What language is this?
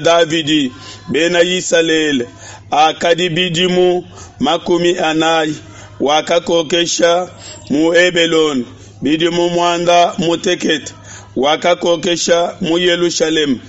Luba-Lulua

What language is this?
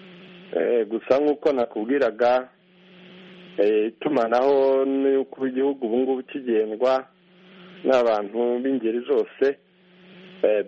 Kinyarwanda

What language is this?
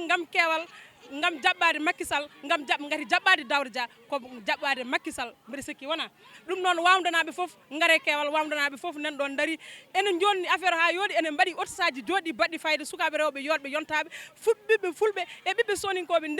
Fula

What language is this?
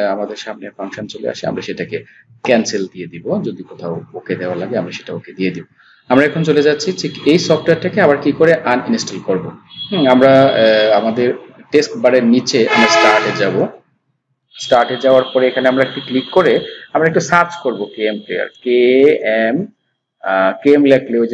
Bangla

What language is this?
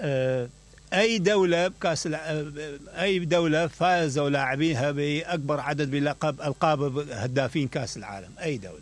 Mesopotamian Arabic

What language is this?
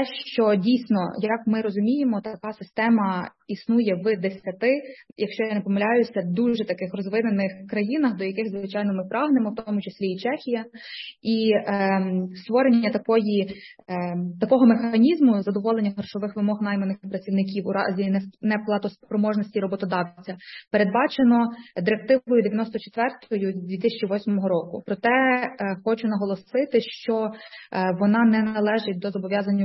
Ukrainian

